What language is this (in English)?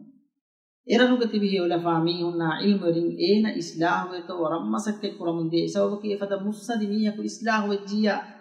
Divehi